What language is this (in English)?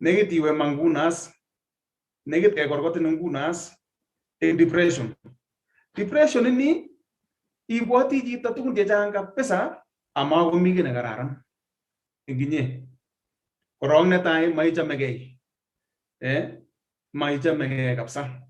Kalenjin